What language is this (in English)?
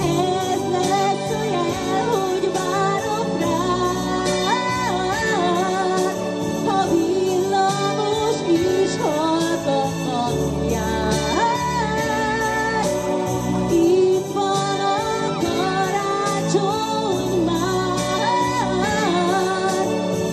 Hungarian